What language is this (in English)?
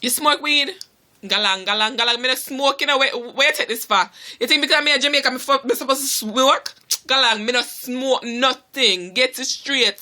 Jamaican Creole English